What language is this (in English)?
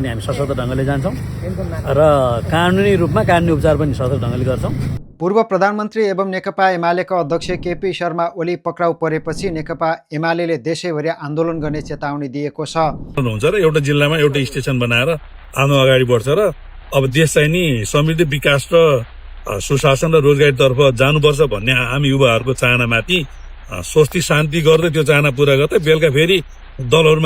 Nepali